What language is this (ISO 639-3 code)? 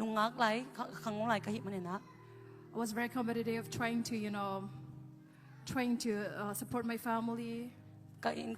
ctd